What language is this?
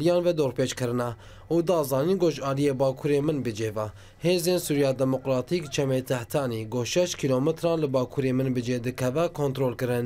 Kurdish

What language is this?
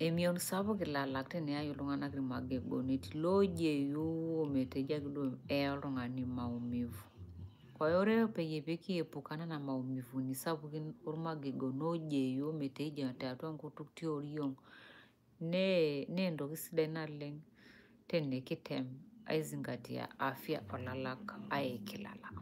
Masai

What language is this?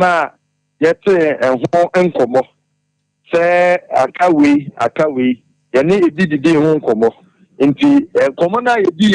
Akan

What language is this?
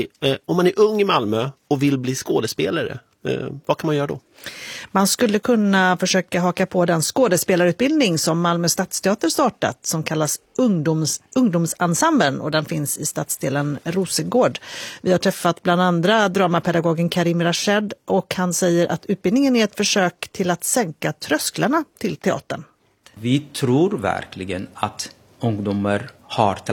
Swedish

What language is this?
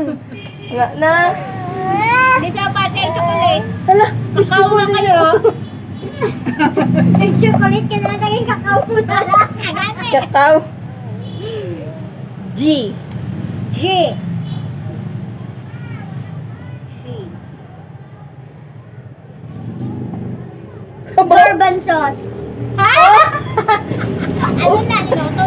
Filipino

